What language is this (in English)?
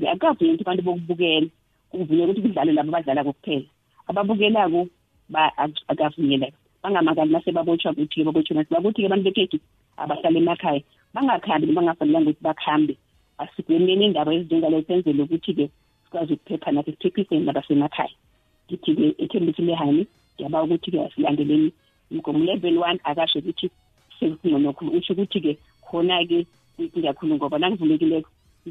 South Ndebele